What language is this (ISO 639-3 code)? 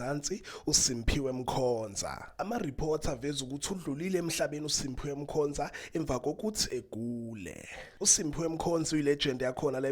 zul